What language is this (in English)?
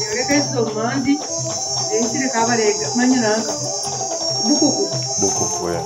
Nyoro